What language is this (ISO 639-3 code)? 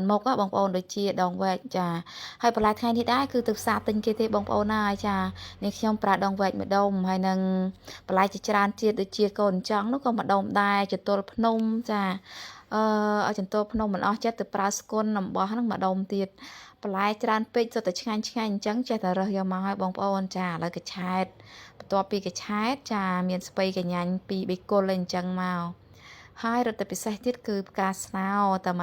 khm